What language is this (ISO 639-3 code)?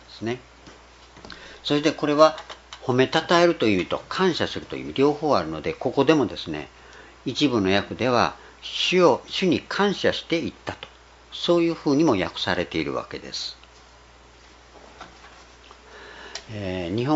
jpn